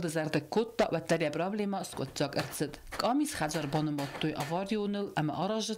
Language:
Ossetic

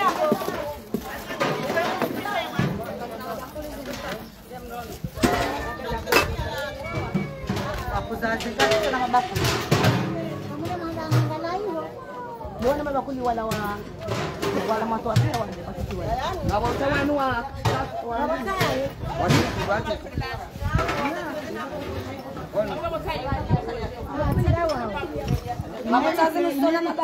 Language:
Swahili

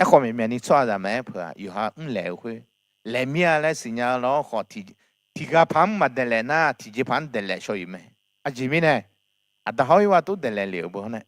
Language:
Akha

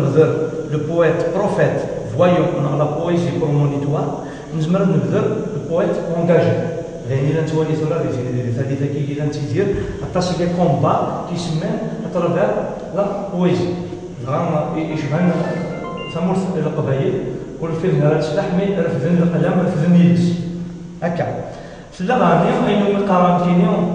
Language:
Kabyle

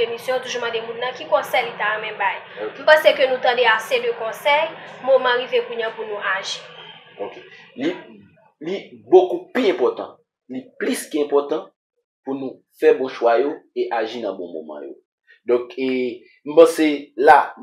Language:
Haitian Creole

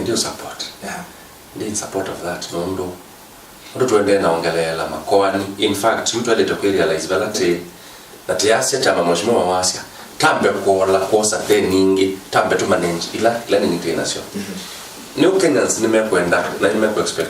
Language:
Kamba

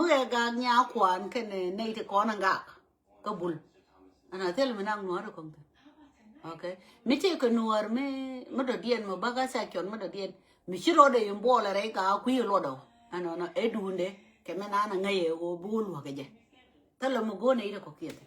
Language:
Nuer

